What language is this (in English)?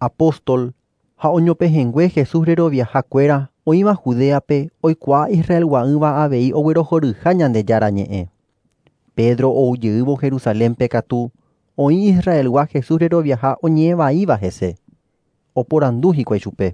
Guarani